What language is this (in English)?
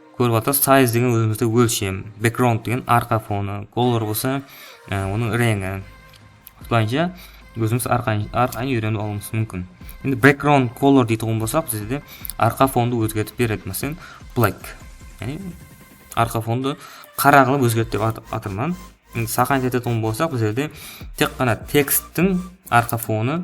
Kara-Kalpak